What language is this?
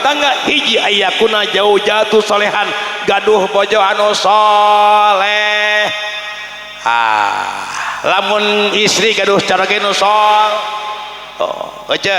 Sundanese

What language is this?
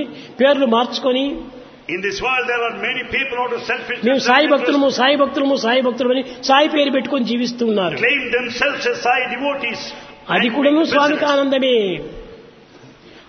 Telugu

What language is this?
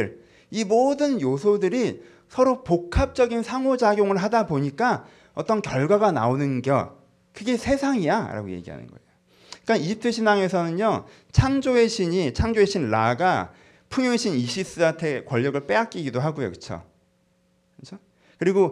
Korean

